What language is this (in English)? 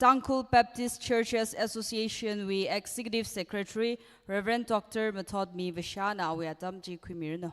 Tangkhul Naga (India)